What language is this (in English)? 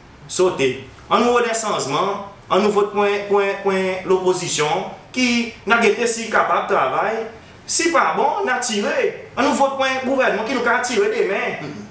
Seselwa Creole French